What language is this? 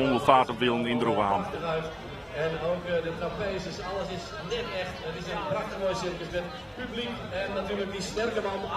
Western Frisian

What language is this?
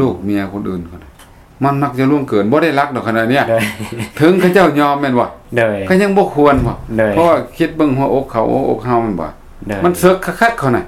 Lao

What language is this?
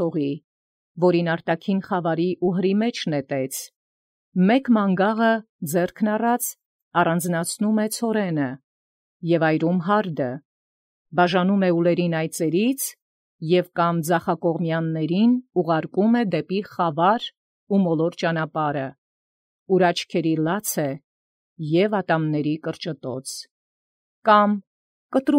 Armenian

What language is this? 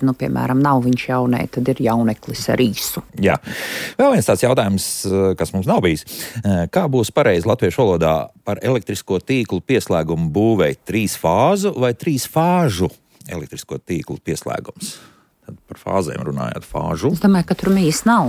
Latvian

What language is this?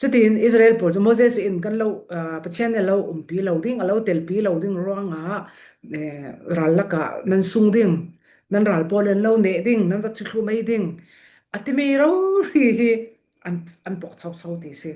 Falam Chin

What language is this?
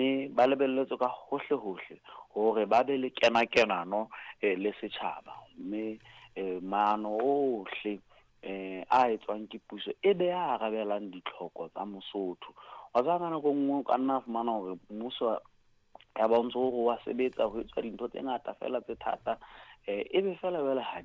Southern Sotho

